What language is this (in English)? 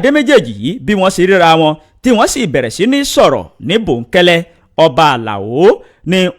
Yoruba